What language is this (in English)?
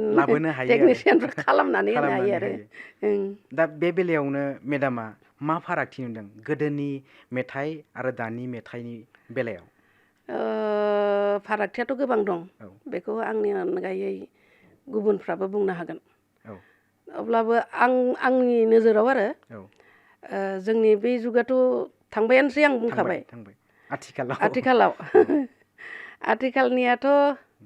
Bodo